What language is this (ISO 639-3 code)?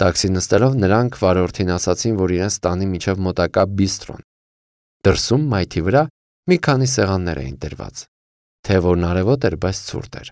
hye